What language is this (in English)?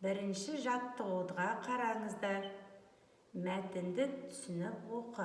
Kazakh